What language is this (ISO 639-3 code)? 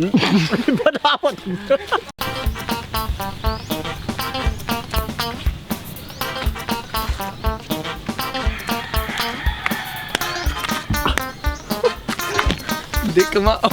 ceb